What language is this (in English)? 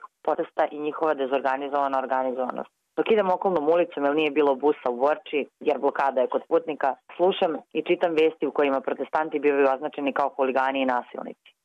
Serbian